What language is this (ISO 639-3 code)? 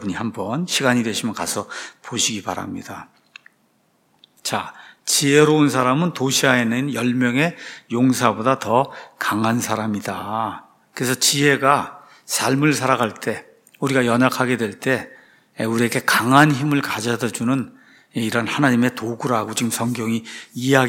kor